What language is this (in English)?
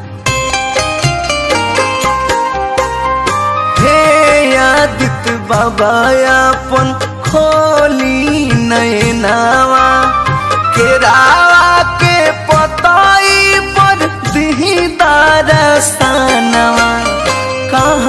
Bhojpuri